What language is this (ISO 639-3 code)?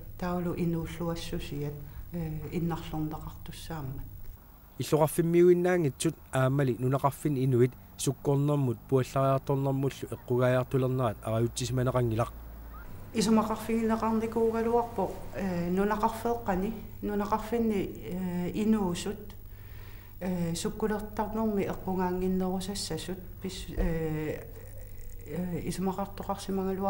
kal